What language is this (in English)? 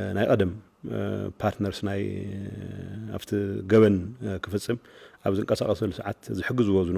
Tigrinya